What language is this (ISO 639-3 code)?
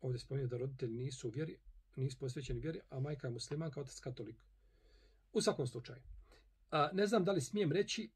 bos